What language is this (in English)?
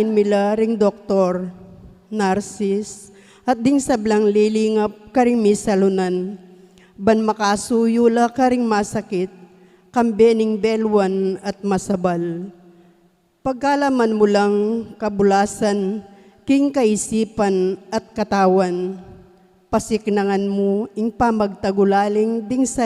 Pampanga